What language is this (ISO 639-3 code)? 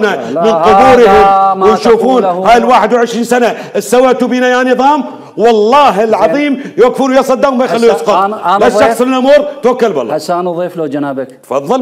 acm